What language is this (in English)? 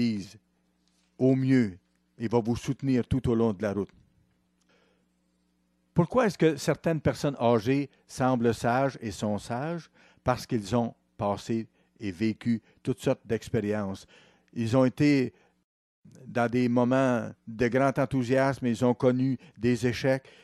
French